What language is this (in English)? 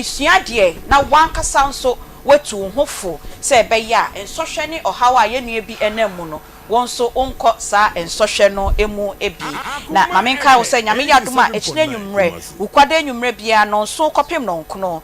Akan